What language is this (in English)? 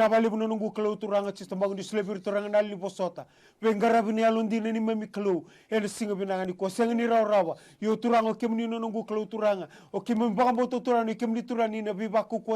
Fijian